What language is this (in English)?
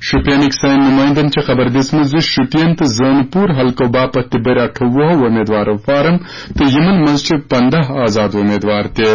Kashmiri